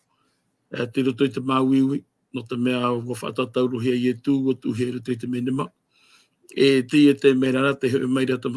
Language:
Tahitian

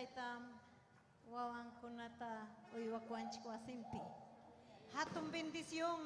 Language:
Ayacucho Quechua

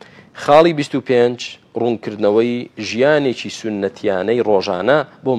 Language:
Central Kurdish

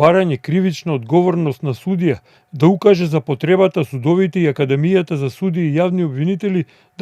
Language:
Macedonian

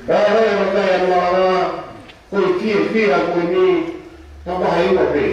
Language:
Tongan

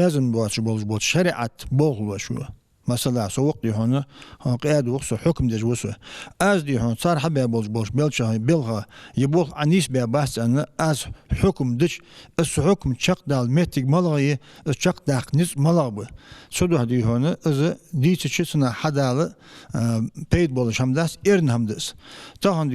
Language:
Ingush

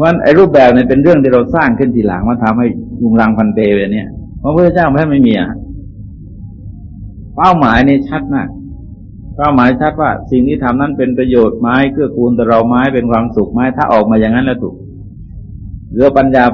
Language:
Thai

